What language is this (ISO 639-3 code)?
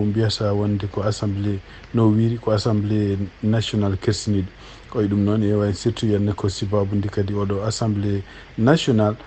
ful